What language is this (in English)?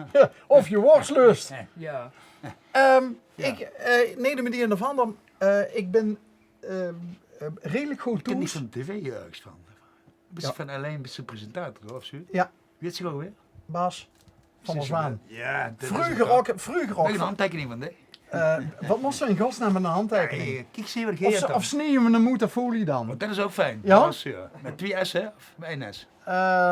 Limburgish